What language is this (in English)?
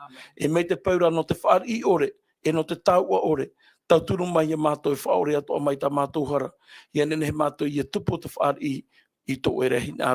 Tahitian